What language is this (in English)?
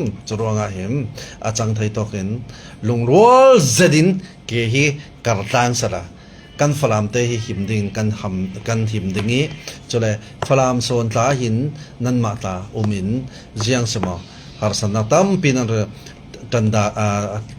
Falam Chin